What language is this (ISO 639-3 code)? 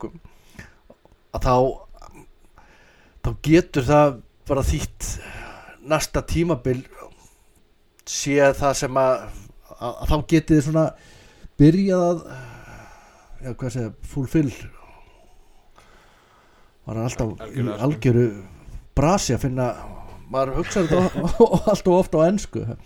isl